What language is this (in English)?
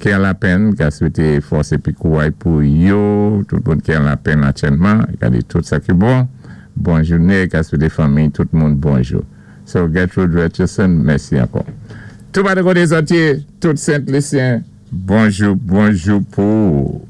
Saint Lucian Creole French